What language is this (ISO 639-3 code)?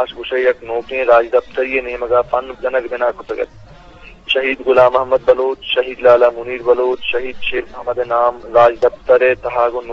bgp